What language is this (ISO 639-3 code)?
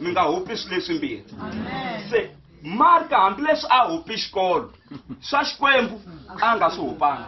tso